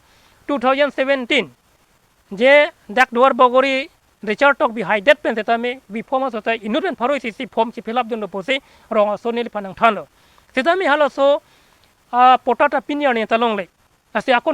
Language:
Karbi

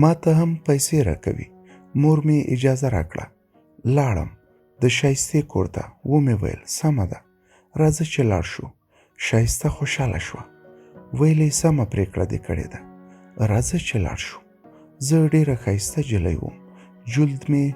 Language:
Pashto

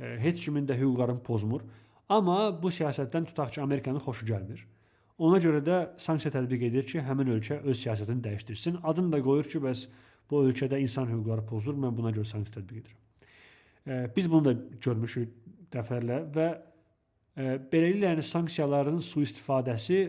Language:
Azerbaijani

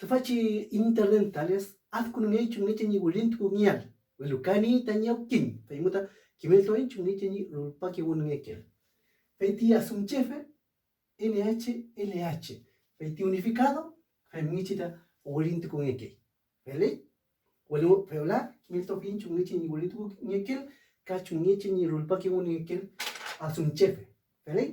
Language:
Mapuche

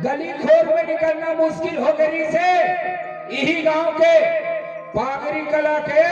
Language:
Chhattisgarhi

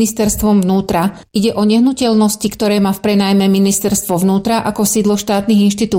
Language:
Slovak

